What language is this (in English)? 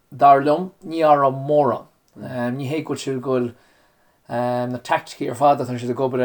Irish